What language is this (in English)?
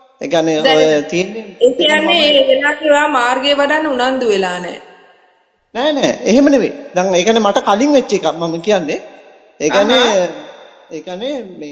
Sinhala